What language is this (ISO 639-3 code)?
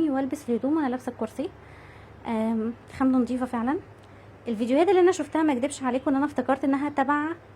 arz